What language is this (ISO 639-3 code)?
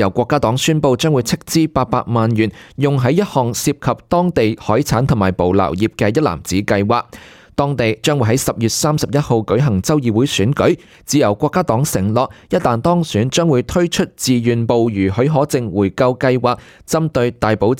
yue